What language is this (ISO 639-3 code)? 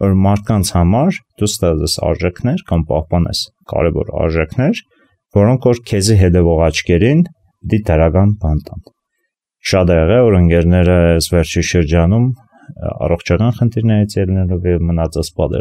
hye